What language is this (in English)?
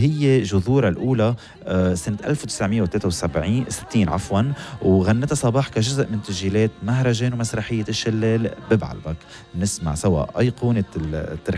North Levantine Arabic